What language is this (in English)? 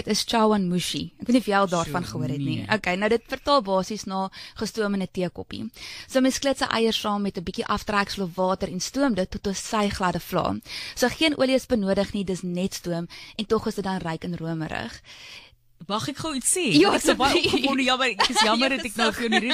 Afrikaans